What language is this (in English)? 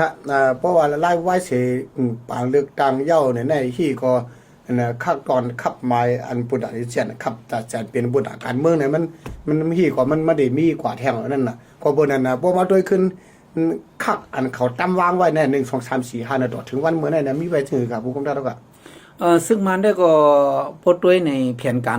Shan